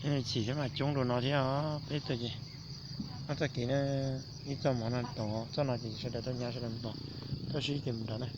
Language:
Hmong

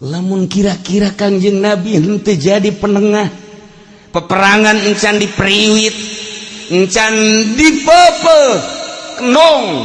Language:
Sundanese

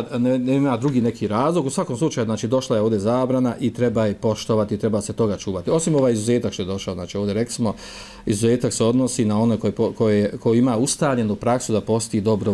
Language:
Bosnian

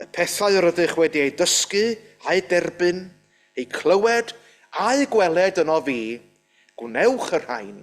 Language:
Welsh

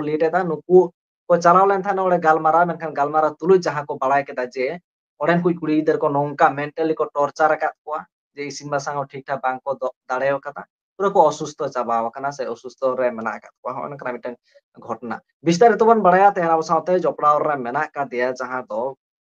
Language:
Santali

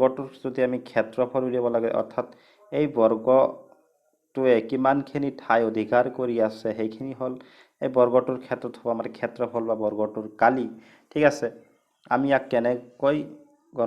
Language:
Assamese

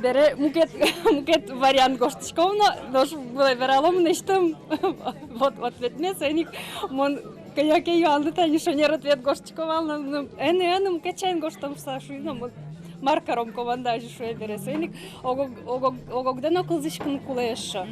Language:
Udmurt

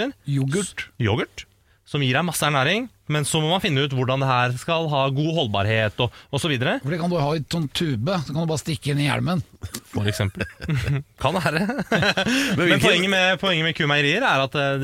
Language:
Norwegian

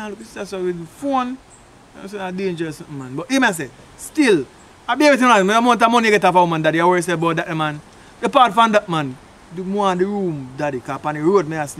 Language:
Jamaican Creole English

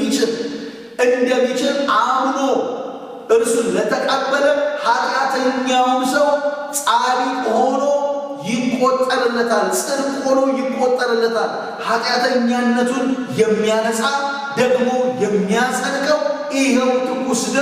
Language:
Amharic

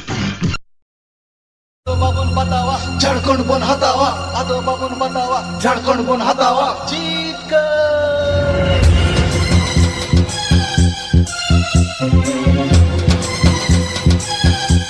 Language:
Santali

